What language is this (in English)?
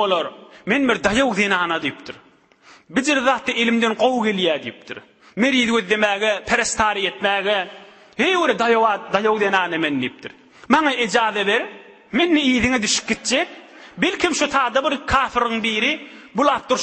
Turkmen